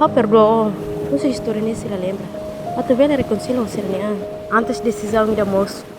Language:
Tetum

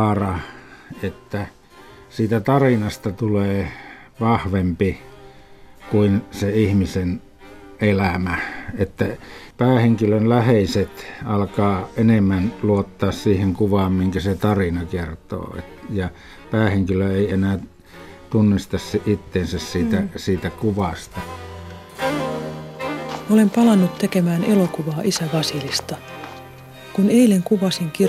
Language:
Finnish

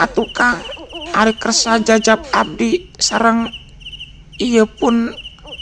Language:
Sundanese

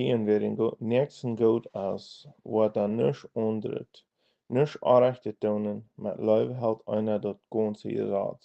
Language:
Plautdietsch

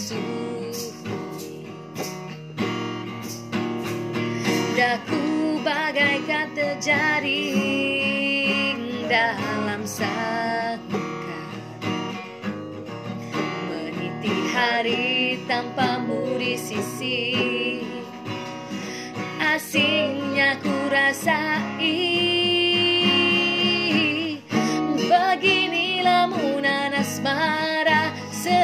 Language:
Malay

